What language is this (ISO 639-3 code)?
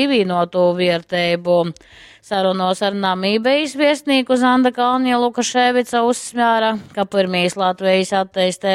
ltg